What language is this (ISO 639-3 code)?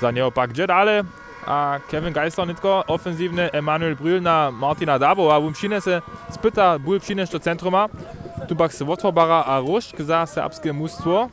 hsb